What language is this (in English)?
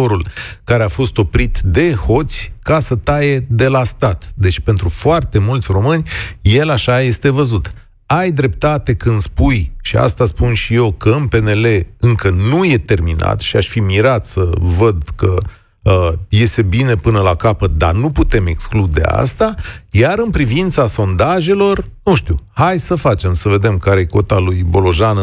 Romanian